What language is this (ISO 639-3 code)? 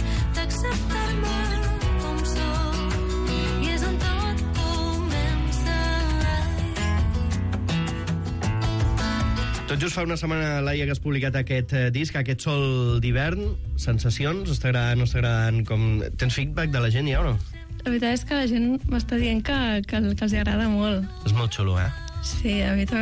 cat